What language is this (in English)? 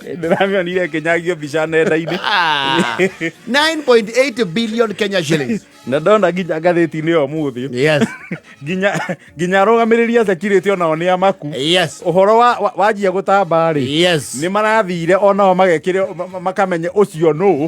Kikuyu